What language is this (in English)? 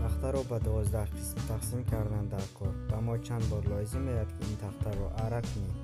Tajik